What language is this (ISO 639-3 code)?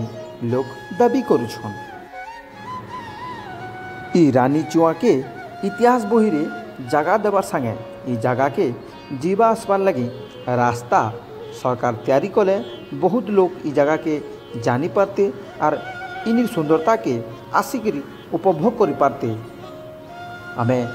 spv